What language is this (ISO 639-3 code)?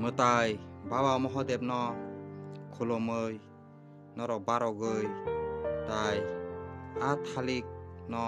trp